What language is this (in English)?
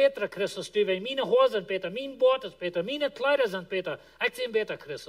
Plautdietsch